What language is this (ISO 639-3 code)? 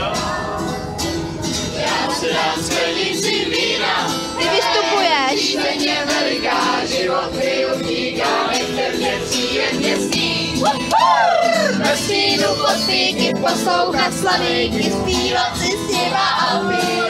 ces